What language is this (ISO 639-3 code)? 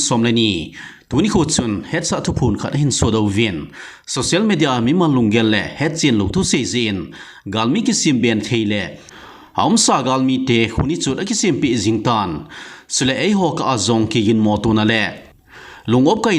tcz